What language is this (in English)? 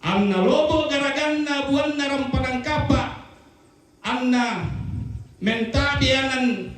Toraja-Sa'dan